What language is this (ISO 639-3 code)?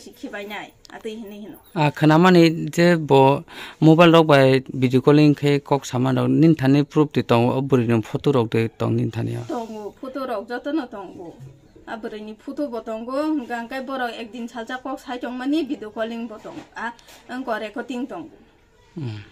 trp